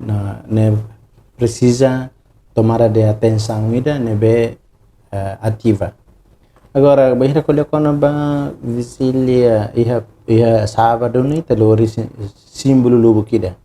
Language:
Tetum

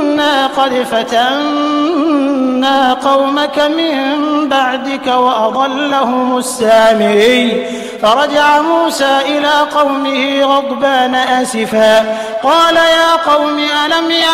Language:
Arabic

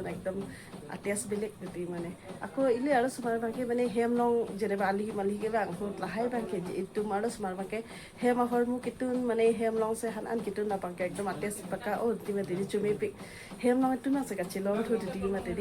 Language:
Karbi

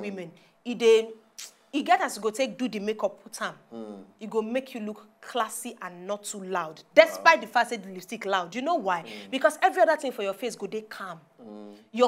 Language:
Nigerian Pidgin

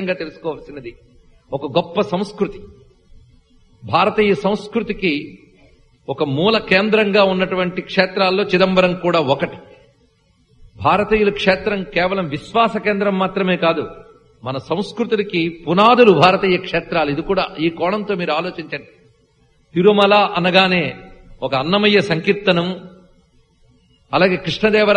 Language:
Telugu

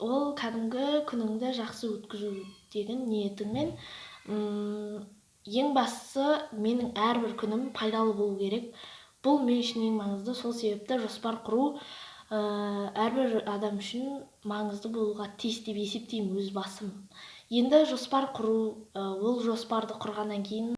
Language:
Kazakh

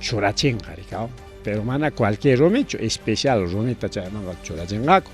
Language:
Ayacucho Quechua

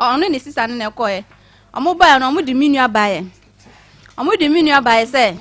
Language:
Akan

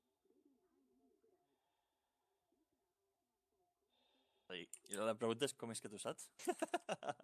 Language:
Catalan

